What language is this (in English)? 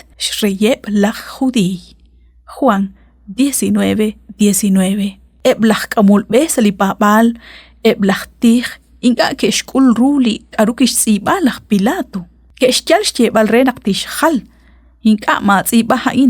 Kekchí